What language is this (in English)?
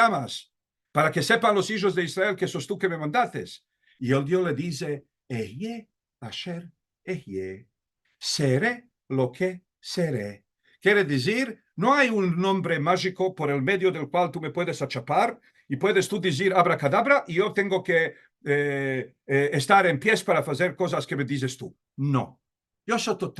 Ladino